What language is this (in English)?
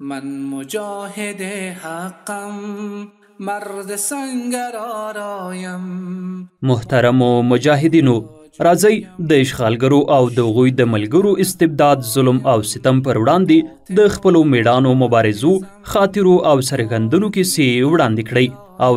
Pashto